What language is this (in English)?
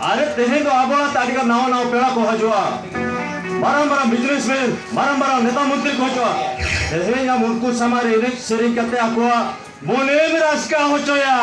Santali